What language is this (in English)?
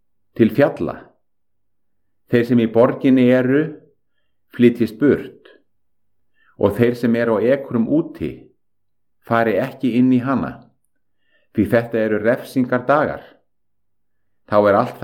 Icelandic